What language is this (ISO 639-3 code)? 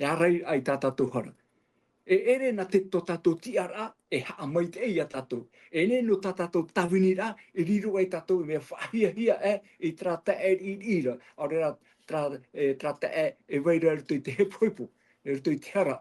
tah